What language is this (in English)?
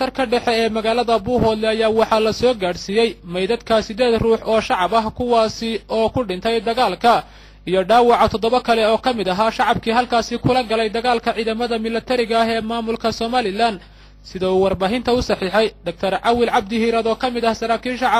Somali